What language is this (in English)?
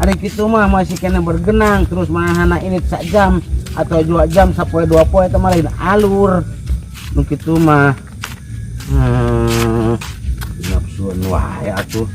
Sundanese